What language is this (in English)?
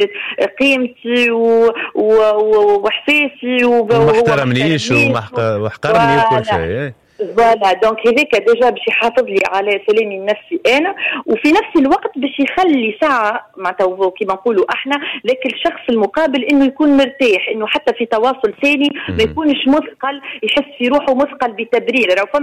Tunisian Arabic